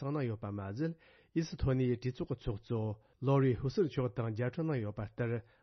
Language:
Tibetan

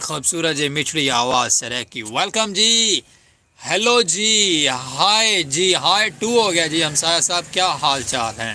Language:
Saraiki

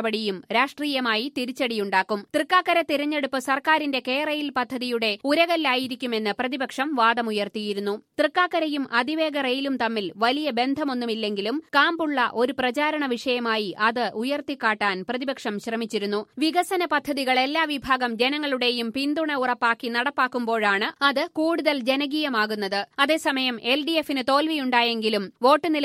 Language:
Malayalam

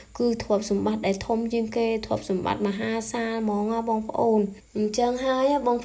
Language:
Khmer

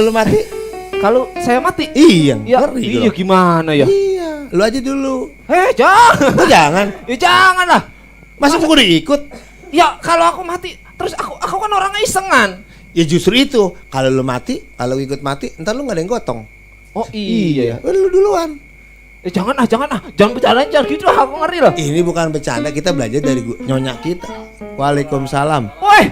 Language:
Betawi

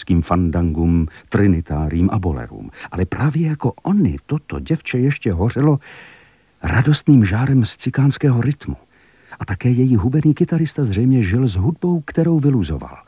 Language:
Czech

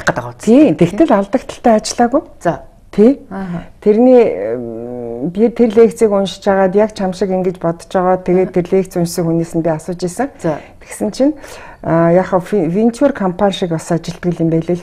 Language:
Mongolian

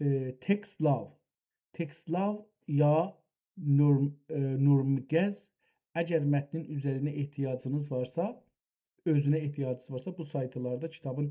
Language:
South Azerbaijani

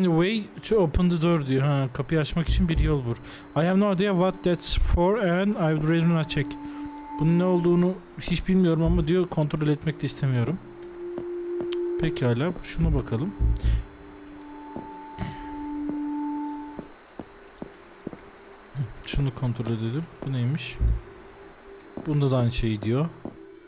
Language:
Turkish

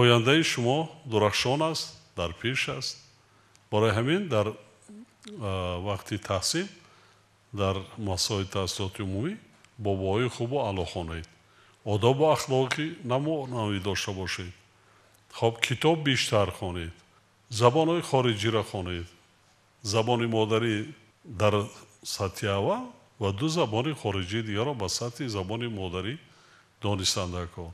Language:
Tajik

